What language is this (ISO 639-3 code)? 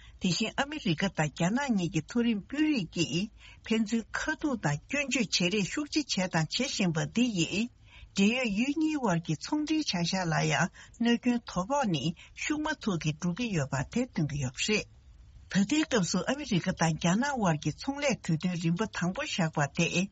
bod